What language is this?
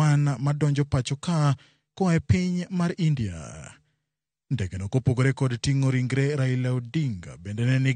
Luo (Kenya and Tanzania)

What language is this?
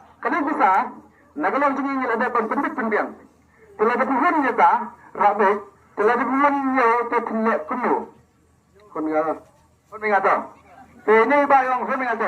Khasi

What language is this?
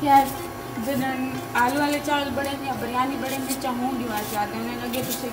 Saraiki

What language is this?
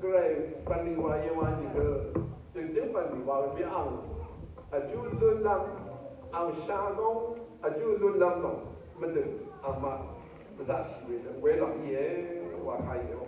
Rawang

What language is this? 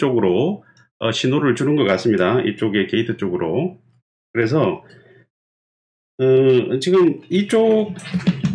Korean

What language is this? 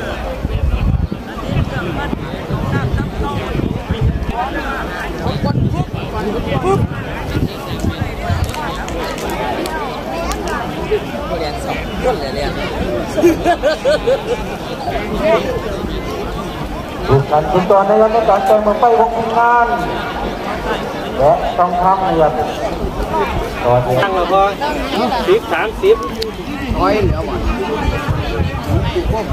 Thai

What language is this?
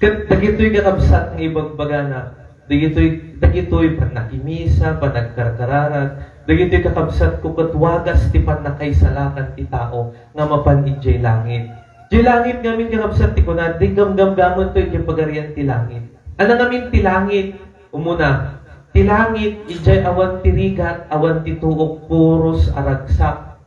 Iloko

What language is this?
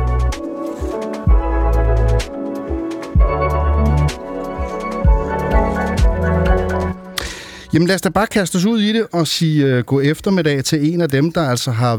Danish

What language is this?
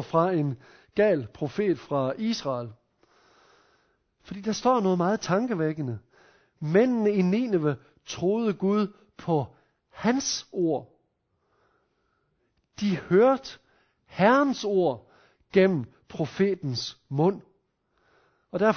Danish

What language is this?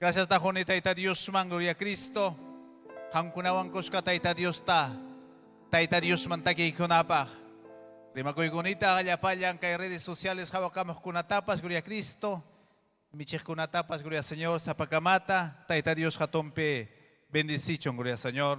Ayacucho Quechua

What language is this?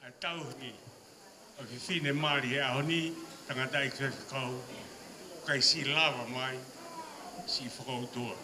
Tongan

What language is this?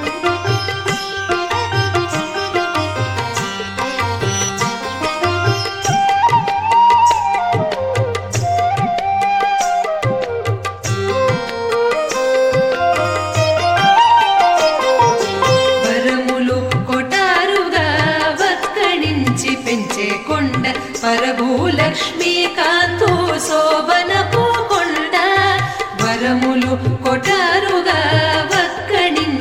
Telugu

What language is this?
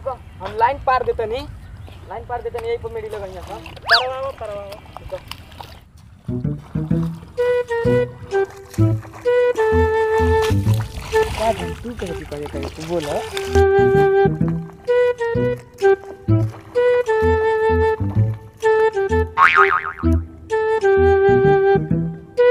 Bhojpuri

